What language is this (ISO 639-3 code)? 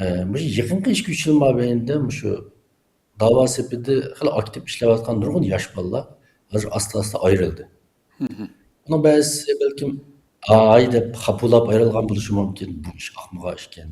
uig